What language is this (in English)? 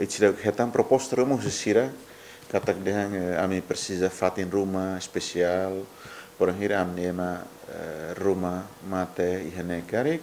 Tetum